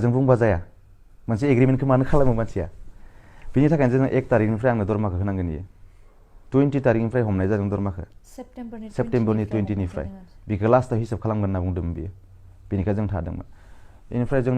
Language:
Bodo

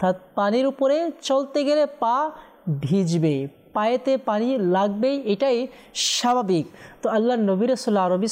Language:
Bangla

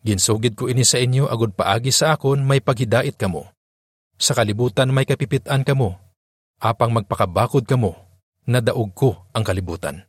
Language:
Hiligaynon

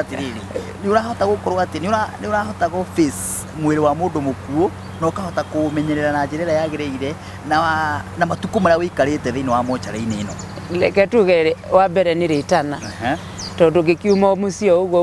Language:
Kikuyu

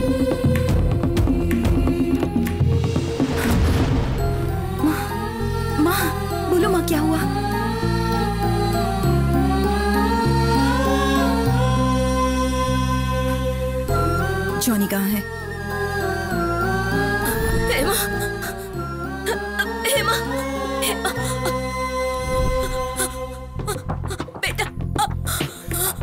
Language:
Hindi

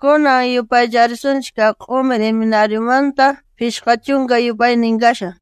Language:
South Bolivian Quechua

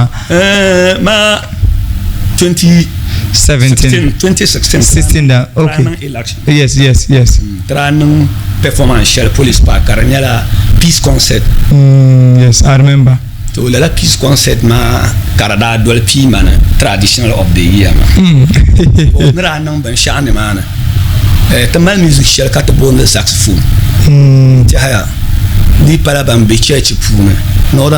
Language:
Dagbani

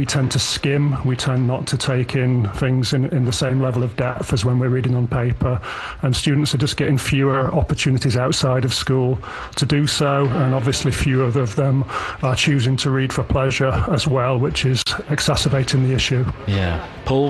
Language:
English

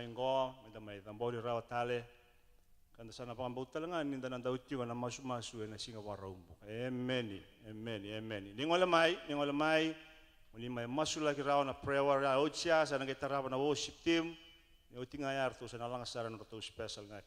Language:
Fijian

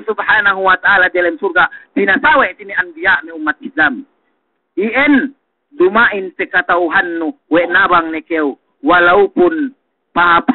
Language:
Yakan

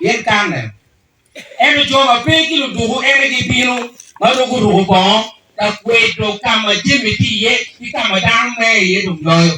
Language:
Acoli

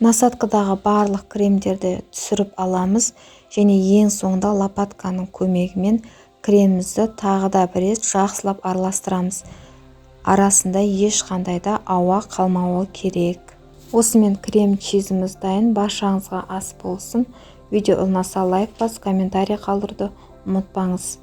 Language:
Kazakh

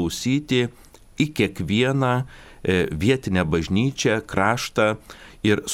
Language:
Lithuanian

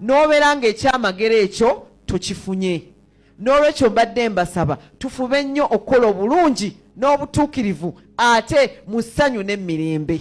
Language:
Ganda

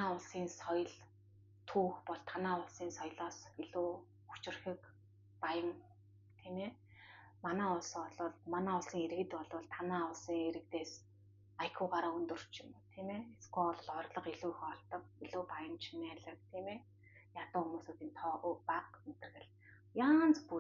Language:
Mongolian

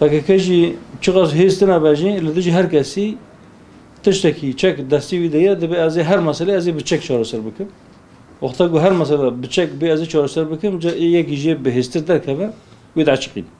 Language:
Kurdish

